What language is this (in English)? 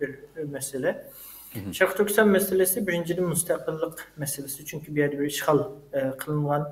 Uyghur